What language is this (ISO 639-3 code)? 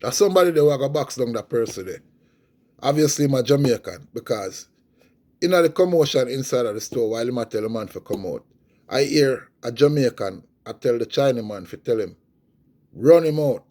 jam